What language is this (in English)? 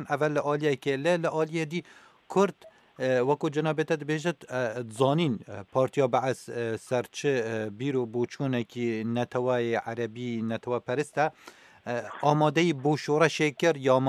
Kurdish